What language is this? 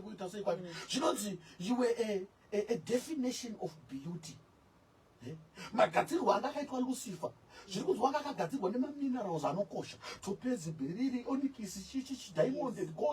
Shona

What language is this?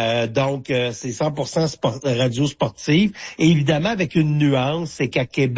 French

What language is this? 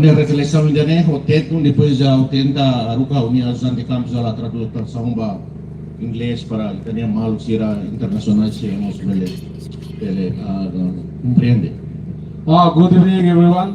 Tetum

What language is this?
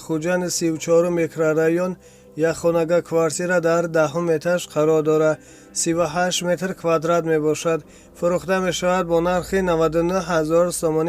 Tajik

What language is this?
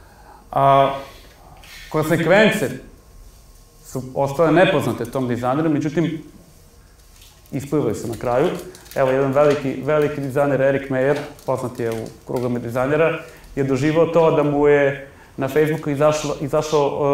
Serbian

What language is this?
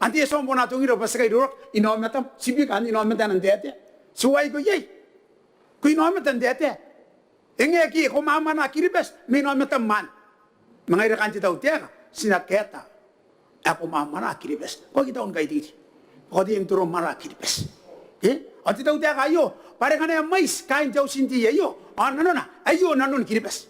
Gilbertese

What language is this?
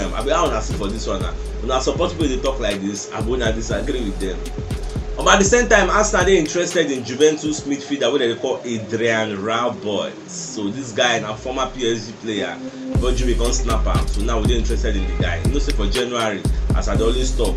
Nigerian Pidgin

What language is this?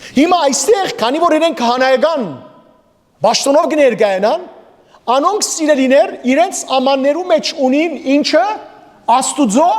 Western Armenian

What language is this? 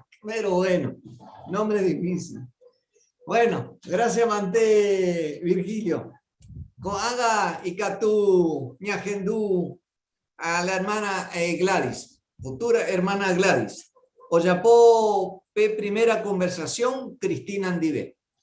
Guarani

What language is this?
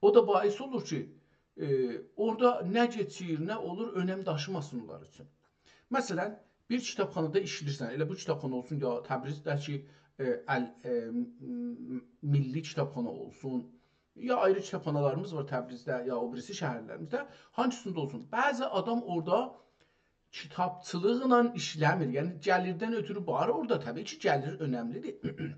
South Azerbaijani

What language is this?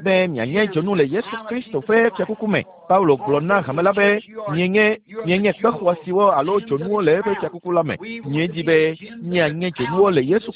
Ewe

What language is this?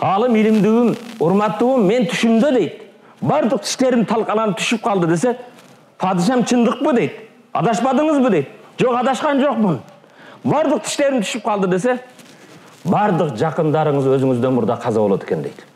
Kyrgyz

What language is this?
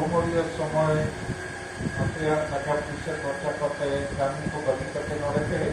Santali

